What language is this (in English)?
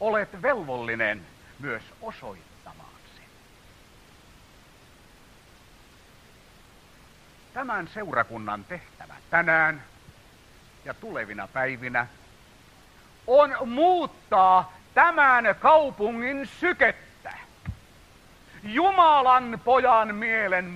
Finnish